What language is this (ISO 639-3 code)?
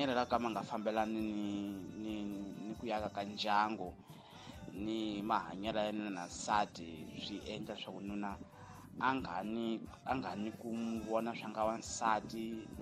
tso